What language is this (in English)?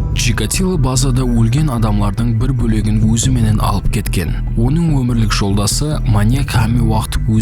Kara-Kalpak